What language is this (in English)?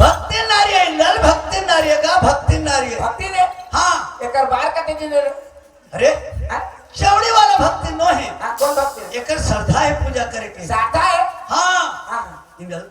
Chhattisgarhi